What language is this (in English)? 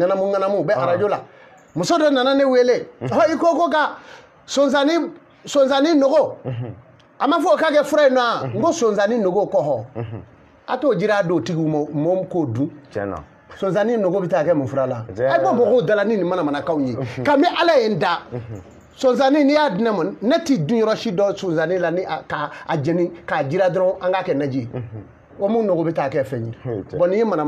Bambara